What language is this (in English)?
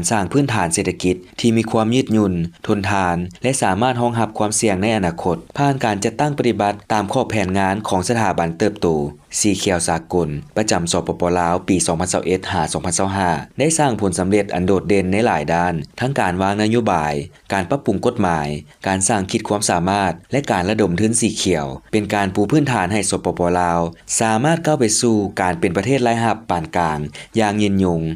Lao